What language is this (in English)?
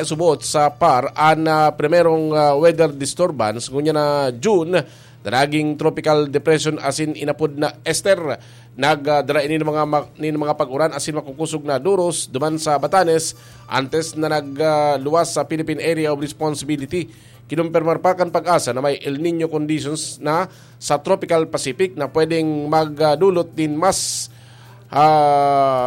Bikol